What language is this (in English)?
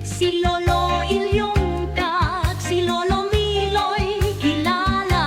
Hiligaynon